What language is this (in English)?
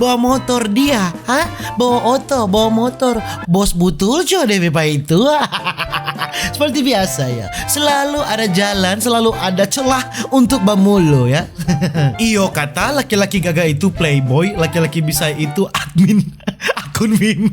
Manado Malay